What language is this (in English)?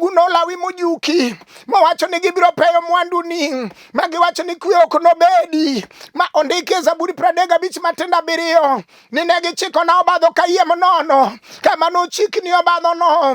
Luo (Kenya and Tanzania)